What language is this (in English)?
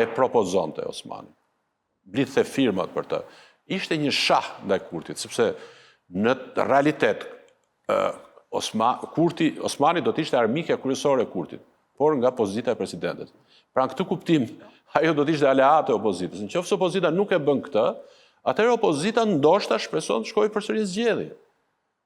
Albanian